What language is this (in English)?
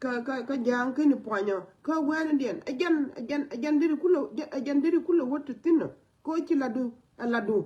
Nuer